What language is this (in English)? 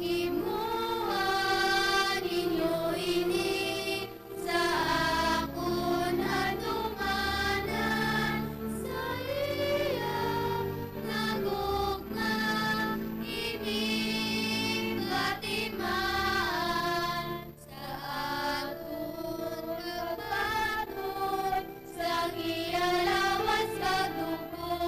Hiligaynon